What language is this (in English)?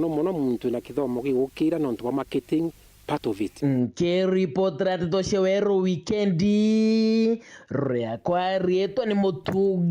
Meru